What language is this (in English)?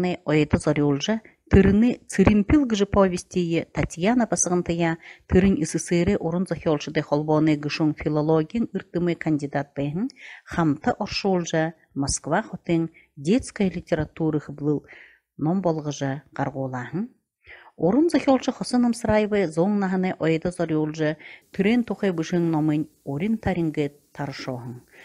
Buriat